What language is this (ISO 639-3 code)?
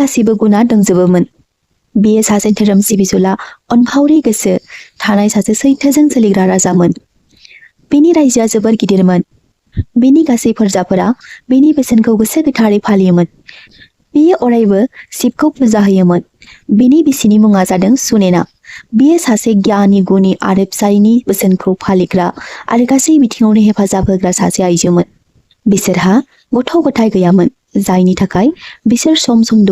brx